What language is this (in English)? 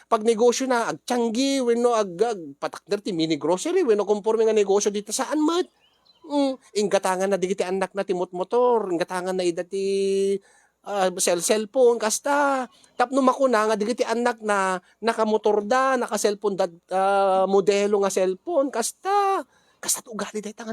Iloko